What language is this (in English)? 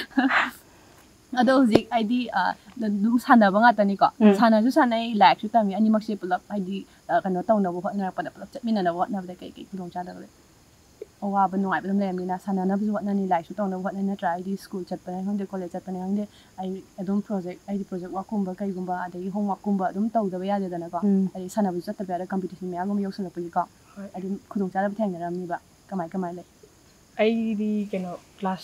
Manipuri